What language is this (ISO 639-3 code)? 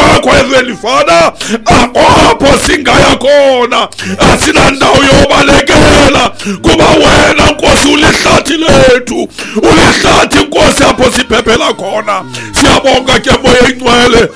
xho